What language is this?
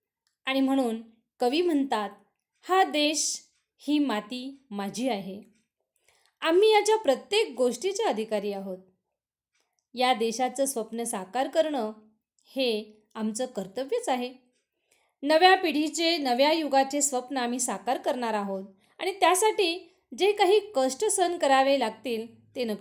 Marathi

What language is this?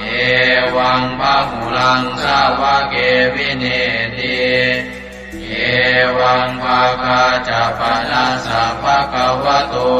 Pali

